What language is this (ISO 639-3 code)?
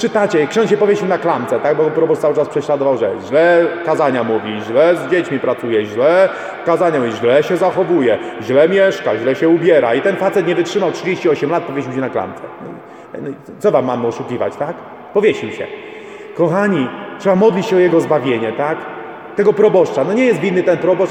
pol